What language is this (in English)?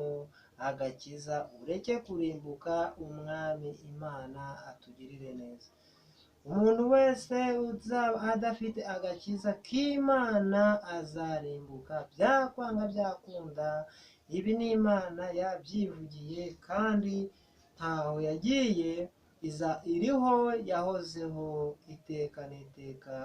Kinyarwanda